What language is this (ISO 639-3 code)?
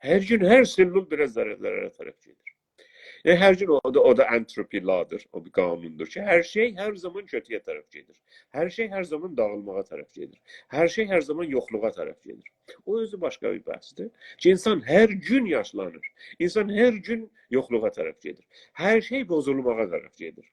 azb